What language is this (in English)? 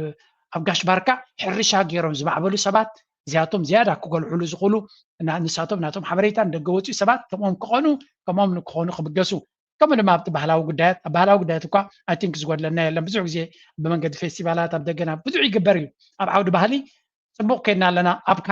Tigrinya